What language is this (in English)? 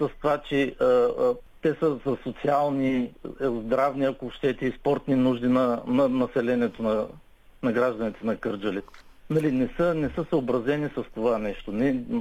Bulgarian